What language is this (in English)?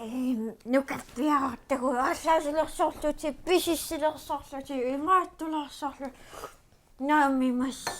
Kalaallisut